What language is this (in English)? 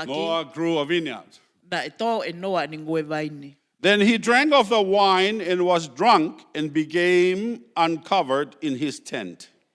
Tongan